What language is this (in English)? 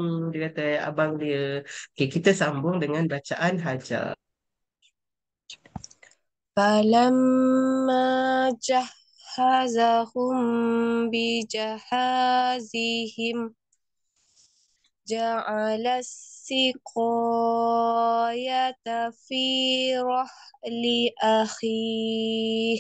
Malay